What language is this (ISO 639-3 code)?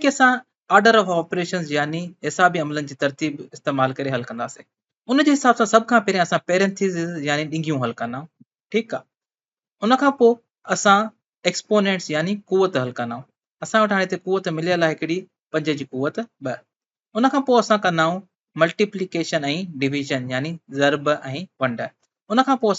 snd